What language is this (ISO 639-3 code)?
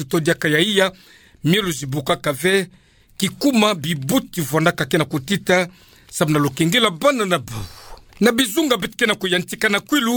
ktu